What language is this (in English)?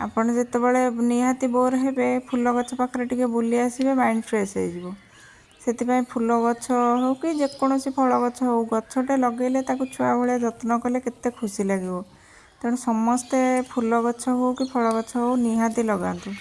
Odia